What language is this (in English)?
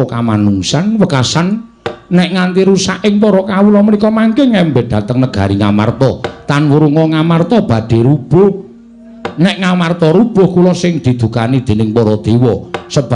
Javanese